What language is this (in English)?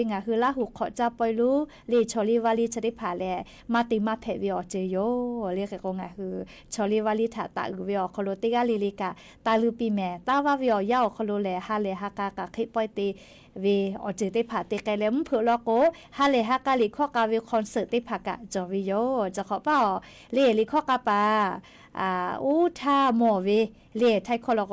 Lahu